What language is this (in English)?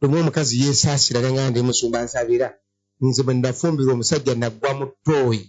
Ganda